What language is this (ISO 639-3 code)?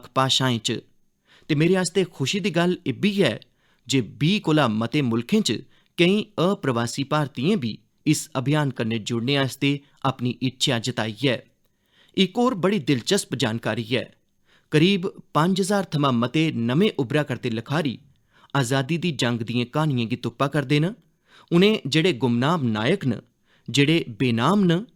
doi